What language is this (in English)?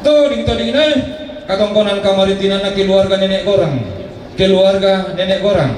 Toraja-Sa'dan